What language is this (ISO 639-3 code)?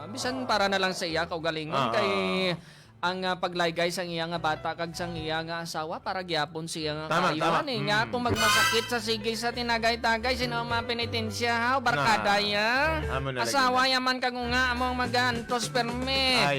hil